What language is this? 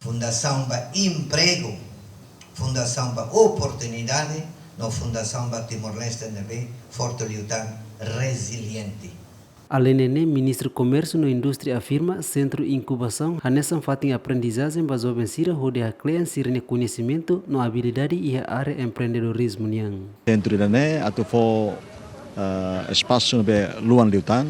Tetum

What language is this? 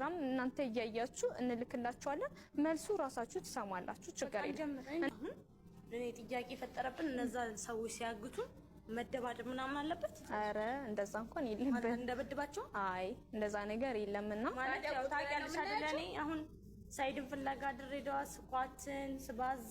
Amharic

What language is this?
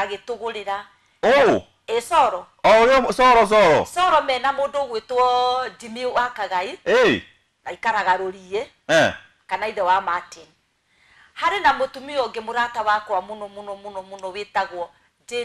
Kikuyu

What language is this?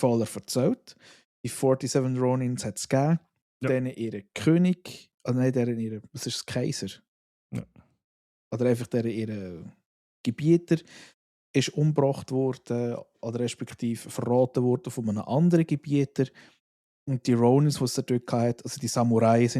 Swiss German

